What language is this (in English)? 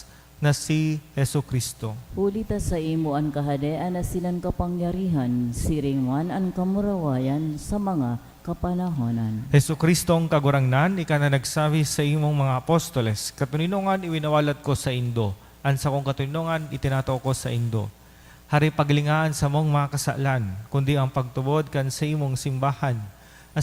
Bikol